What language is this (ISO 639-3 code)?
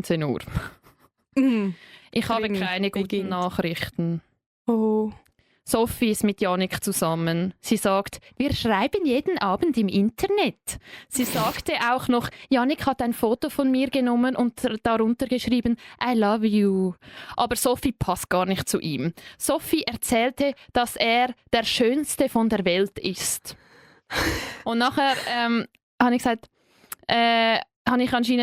gsw